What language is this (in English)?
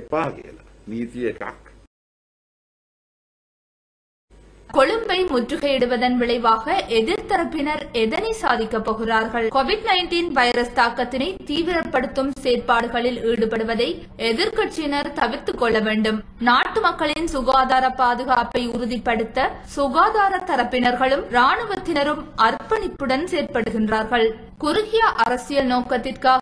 Tamil